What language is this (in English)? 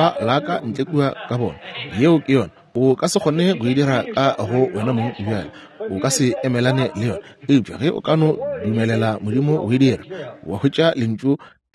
Northern Sotho